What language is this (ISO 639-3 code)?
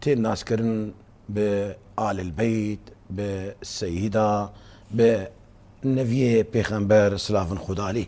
kur